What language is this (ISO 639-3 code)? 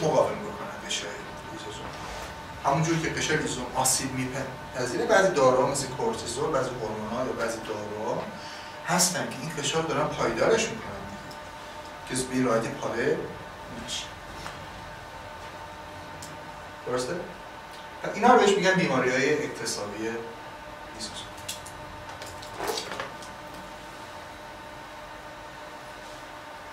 fas